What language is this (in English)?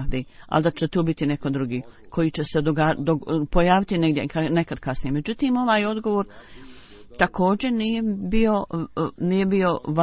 Bosnian